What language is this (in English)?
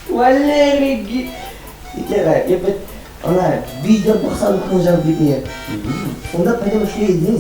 Chuvash